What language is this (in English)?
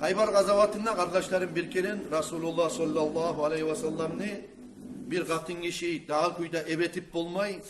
Kumyk